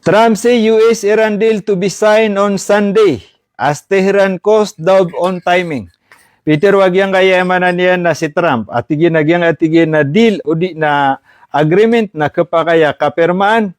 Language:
Maranao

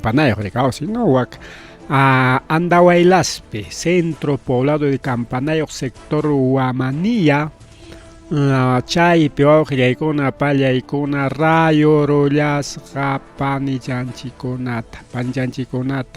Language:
Ayacucho Quechua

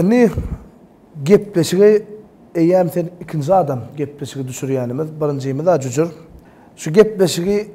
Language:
Turkmen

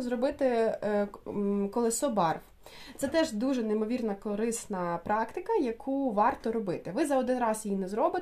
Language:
Ukrainian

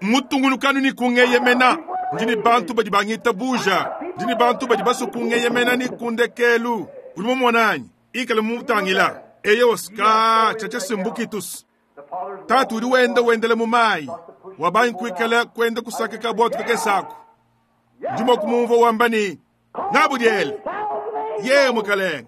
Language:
Luba-Lulua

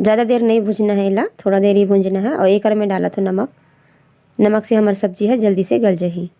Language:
Chhattisgarhi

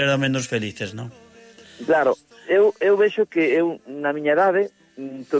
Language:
Galician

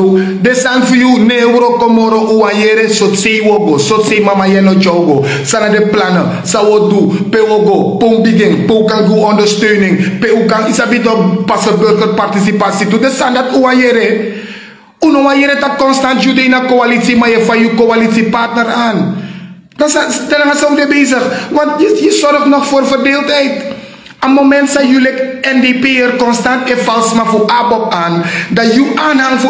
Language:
Sranan Tongo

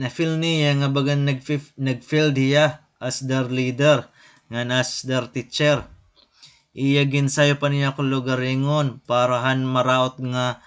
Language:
Waray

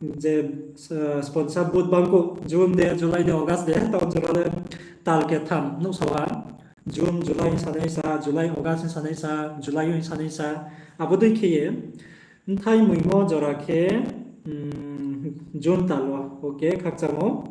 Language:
Riang (India)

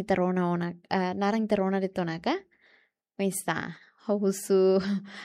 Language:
Tetum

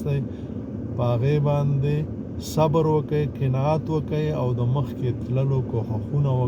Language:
Pashto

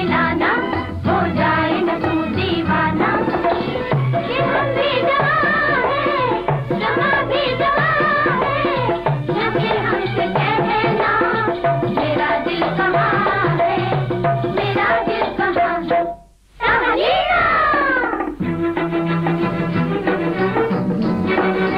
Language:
Hindi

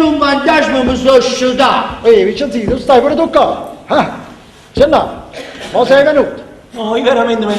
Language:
Neapolitan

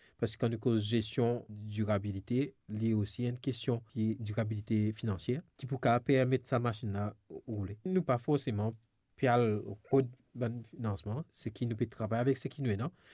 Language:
Morisyen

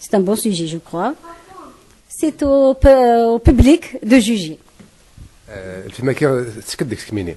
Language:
Kabyle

